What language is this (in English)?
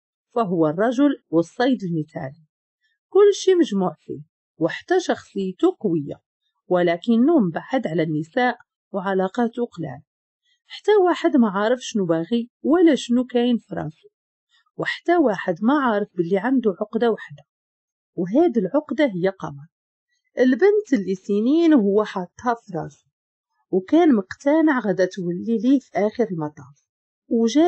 Moroccan Arabic